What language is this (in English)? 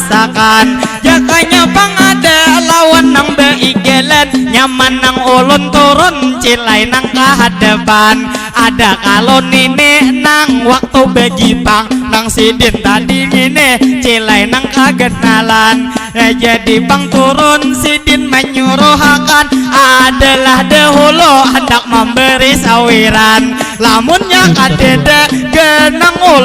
Banjar